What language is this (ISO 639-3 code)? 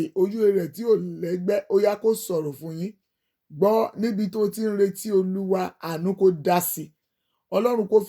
yor